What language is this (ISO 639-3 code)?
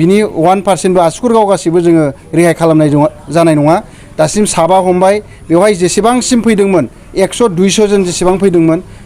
brx